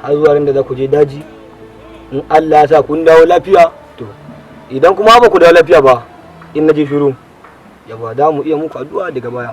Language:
Hausa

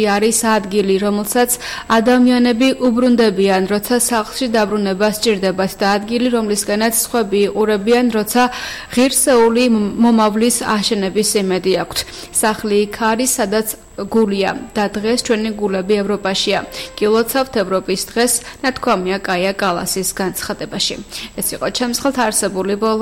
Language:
Georgian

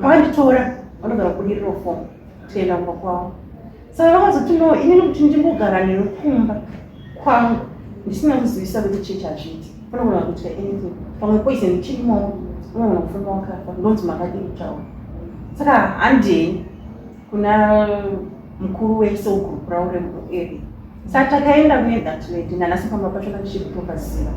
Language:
Shona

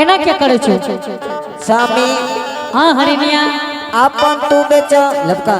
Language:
Angika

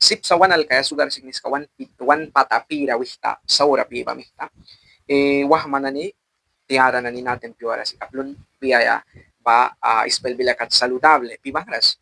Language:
Mískito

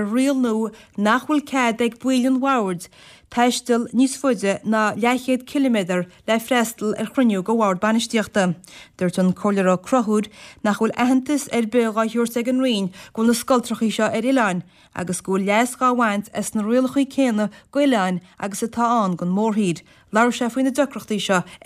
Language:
Irish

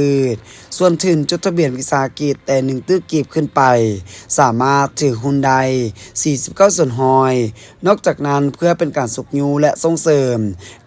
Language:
Lao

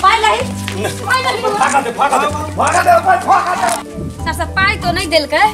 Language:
Maithili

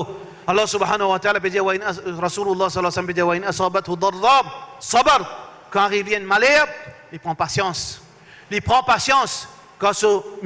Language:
Morisyen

